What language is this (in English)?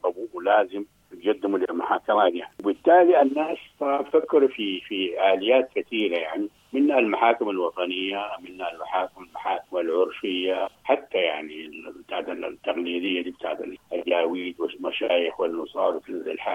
Sudanese Arabic